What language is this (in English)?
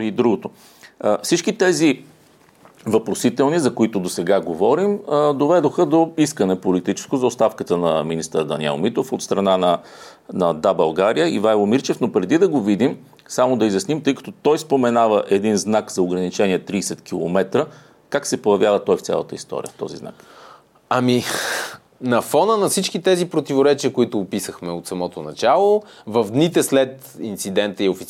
Bulgarian